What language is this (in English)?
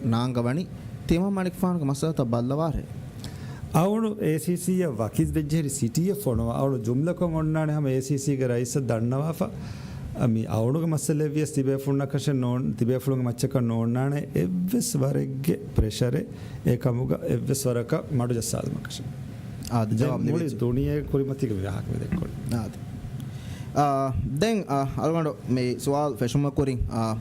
Divehi